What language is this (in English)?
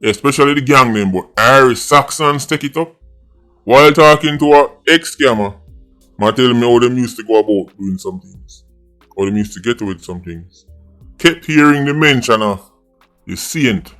Jamaican Creole English